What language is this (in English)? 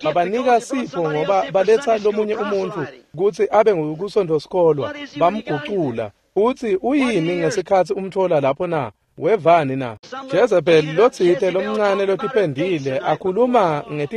Swati